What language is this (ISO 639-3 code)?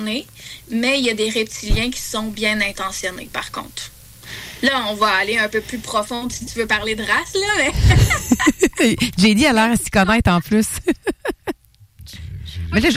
fra